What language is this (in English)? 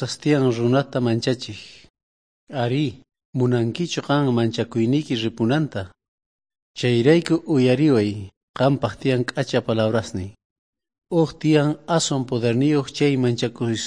South Bolivian Quechua